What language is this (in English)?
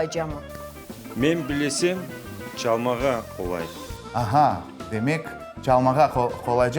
Crimean Tatar